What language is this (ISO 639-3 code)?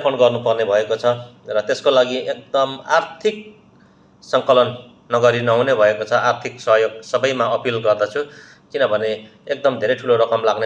nep